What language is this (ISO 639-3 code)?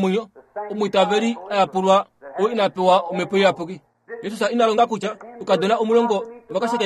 kua